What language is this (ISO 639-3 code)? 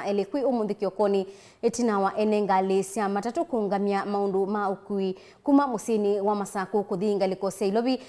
kam